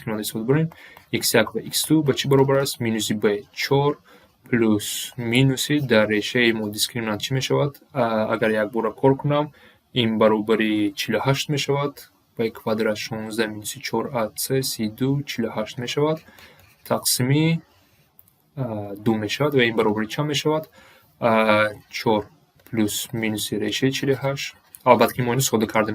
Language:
Tajik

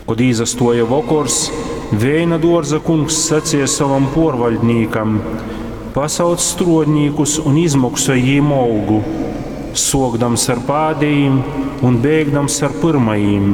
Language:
Latgalian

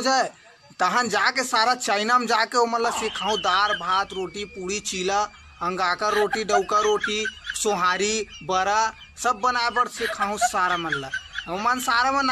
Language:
Chhattisgarhi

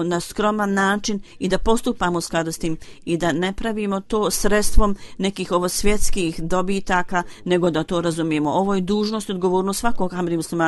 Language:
Bosnian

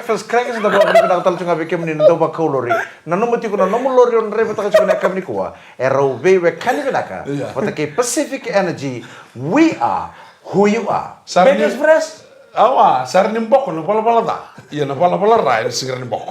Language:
Fijian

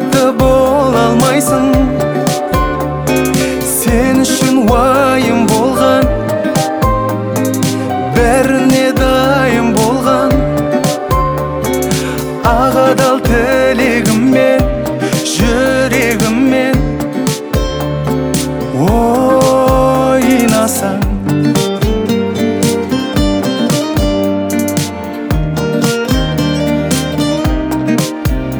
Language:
Kazakh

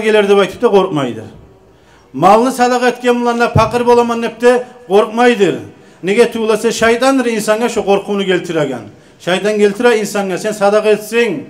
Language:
Kumyk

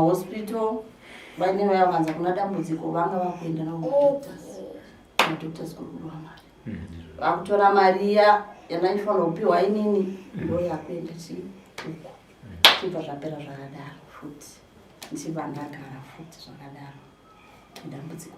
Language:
Shona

